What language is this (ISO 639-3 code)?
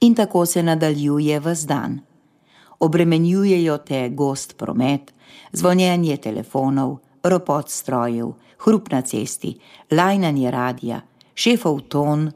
slv